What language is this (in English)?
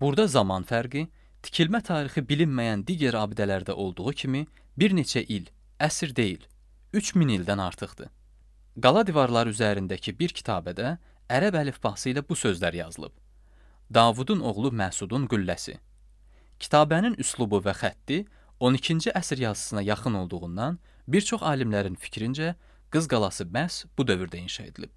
Azerbaijani